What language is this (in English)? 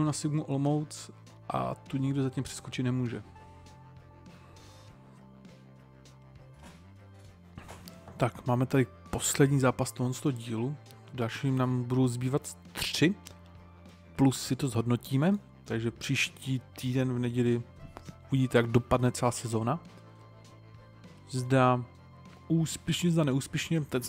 Czech